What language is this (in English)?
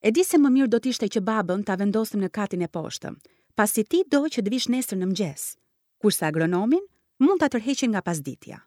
Albanian